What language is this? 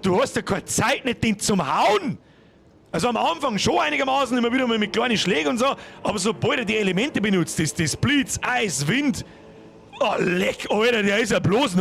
Bavarian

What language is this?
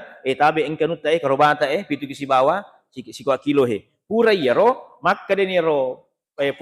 Buginese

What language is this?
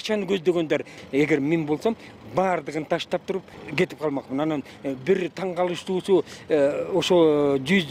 Kyrgyz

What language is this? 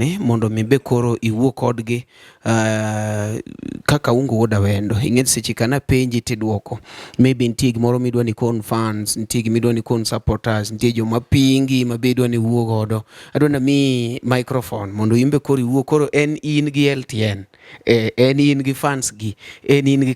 Luo (Kenya and Tanzania)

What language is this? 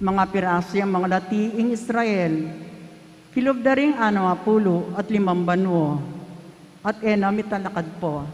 Pampanga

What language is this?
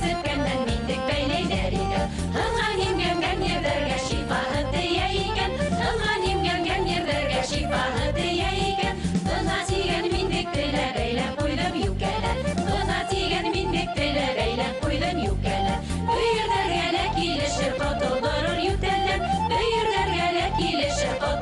Bashkir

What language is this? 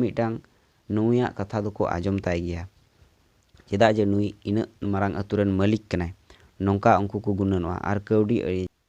Santali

